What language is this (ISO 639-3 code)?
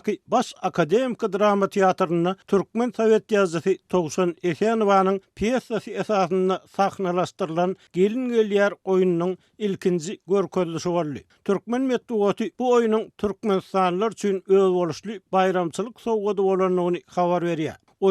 tuk